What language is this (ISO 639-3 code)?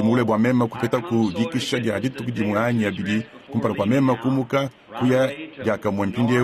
lua